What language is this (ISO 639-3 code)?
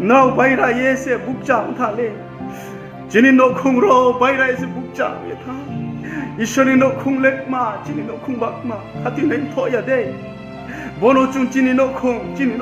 ria